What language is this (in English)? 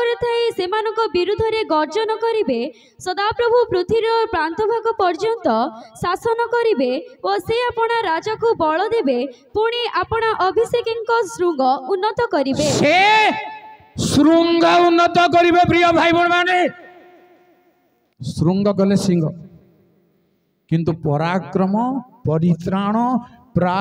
Odia